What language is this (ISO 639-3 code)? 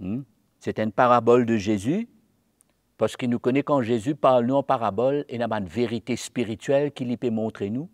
mfe